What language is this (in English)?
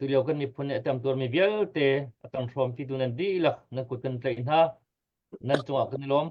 Hakha Chin